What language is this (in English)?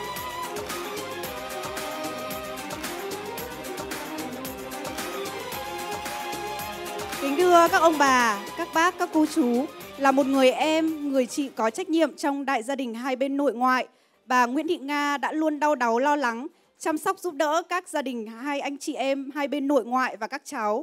Vietnamese